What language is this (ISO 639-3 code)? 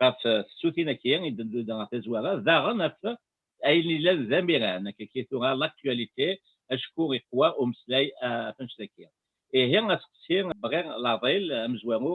kab